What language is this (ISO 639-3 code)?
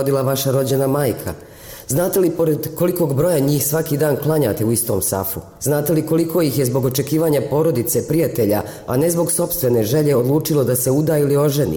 bos